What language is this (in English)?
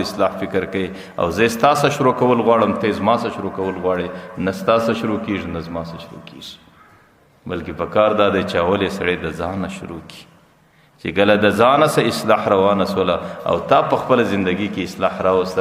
Pashto